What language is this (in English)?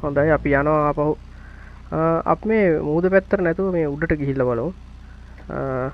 Sinhala